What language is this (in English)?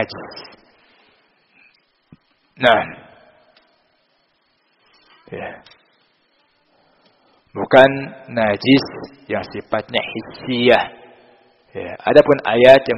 Indonesian